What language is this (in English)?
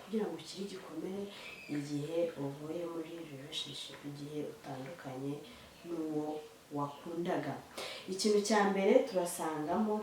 Kinyarwanda